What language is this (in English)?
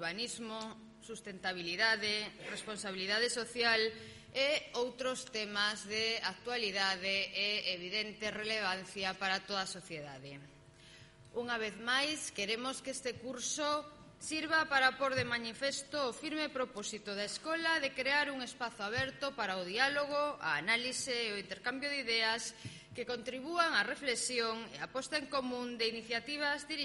Galician